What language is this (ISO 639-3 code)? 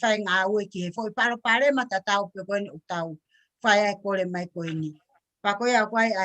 ton